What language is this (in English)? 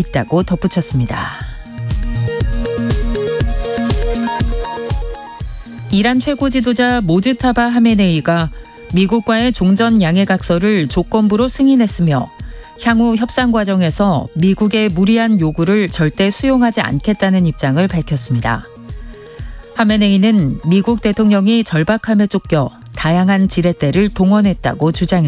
Korean